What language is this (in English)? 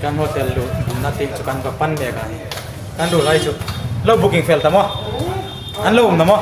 Hmar